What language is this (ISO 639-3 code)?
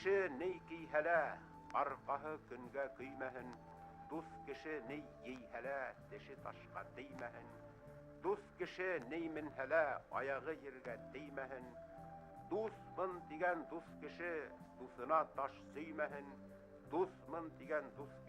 bak